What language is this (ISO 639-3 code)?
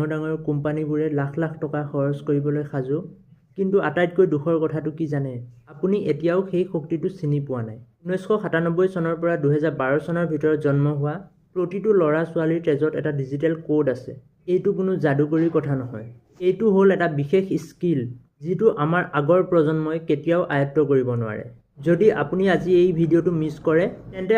asm